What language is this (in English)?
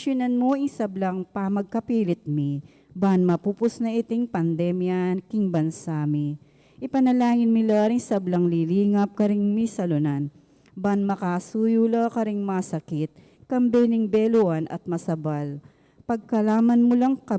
Pampanga